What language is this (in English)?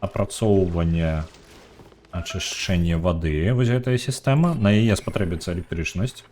Belarusian